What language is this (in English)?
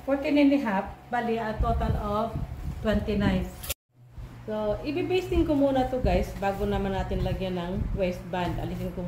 Filipino